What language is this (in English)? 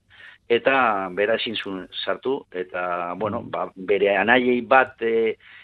Basque